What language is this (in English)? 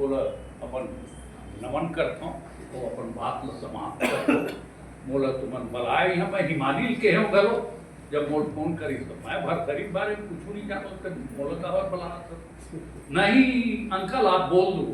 Chhattisgarhi